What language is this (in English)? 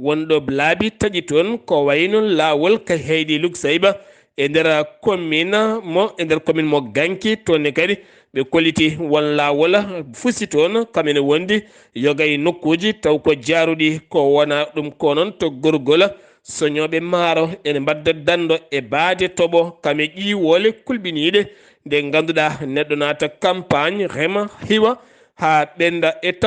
Fula